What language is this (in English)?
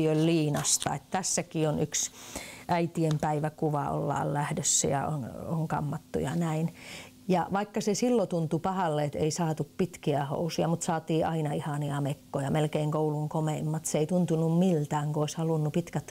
Finnish